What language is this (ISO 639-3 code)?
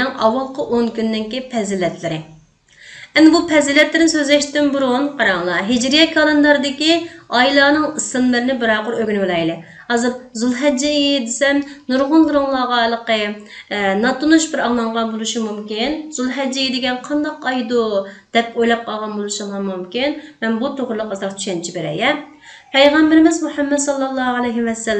uig